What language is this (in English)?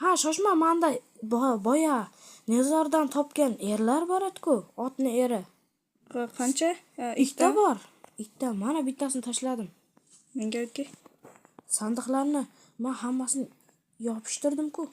Uzbek